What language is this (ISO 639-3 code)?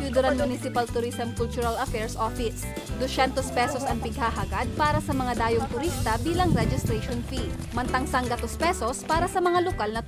bik